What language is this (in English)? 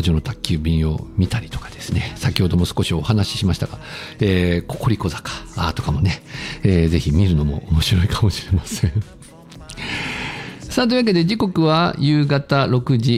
Japanese